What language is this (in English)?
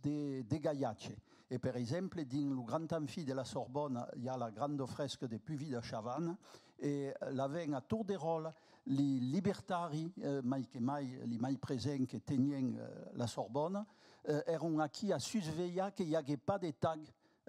Occitan